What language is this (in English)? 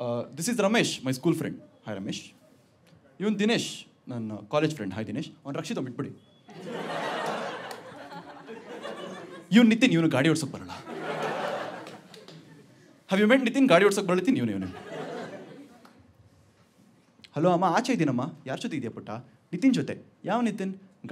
Kannada